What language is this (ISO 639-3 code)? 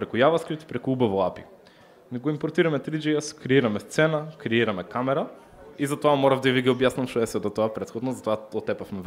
mkd